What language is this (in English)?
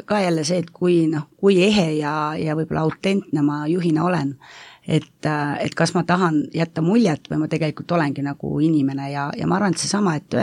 Estonian